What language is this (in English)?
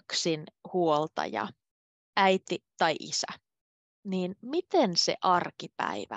Finnish